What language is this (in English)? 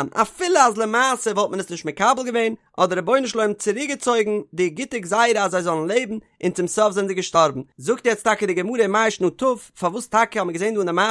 Yiddish